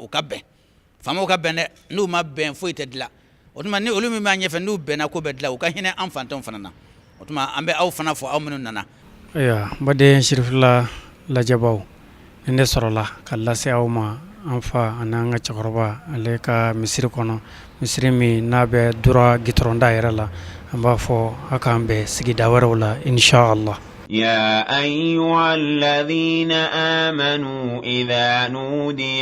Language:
Bambara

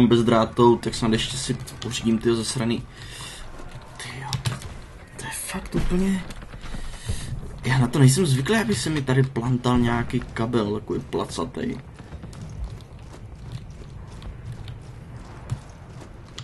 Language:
Czech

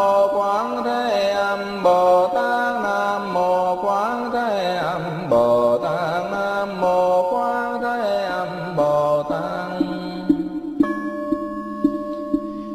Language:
Vietnamese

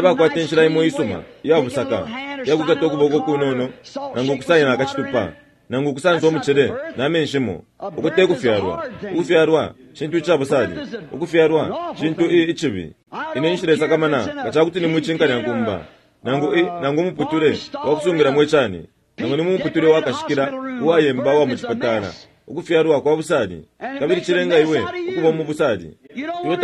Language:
Bemba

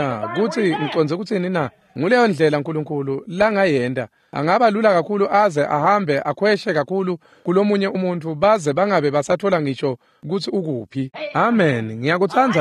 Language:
Swati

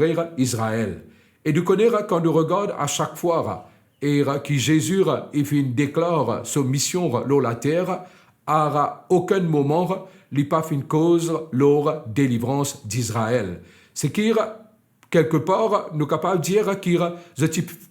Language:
Morisyen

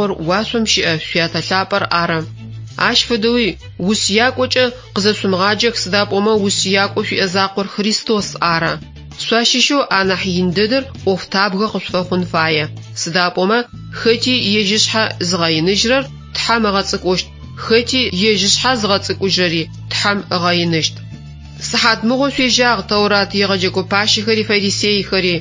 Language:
Adyghe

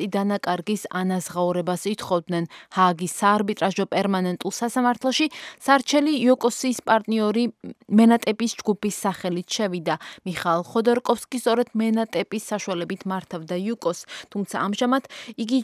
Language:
Georgian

